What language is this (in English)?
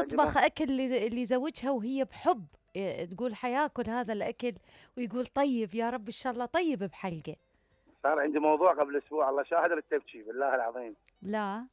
Mesopotamian Arabic